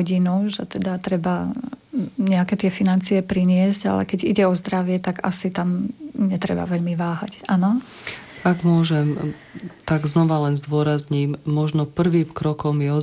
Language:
Slovak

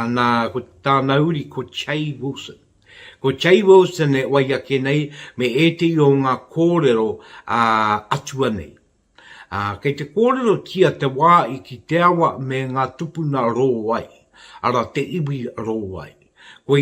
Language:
Māori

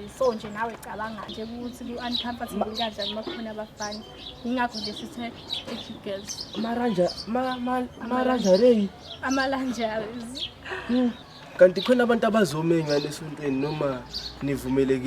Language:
Zulu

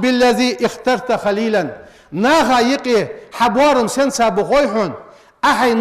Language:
Ingush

